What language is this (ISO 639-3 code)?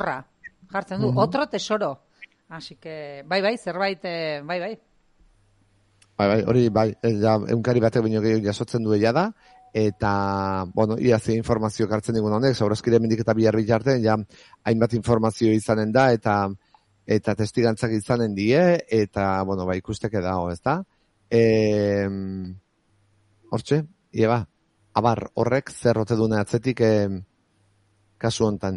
eus